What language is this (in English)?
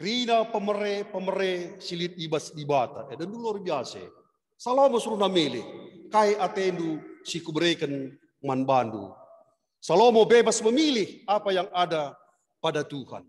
Batak Karo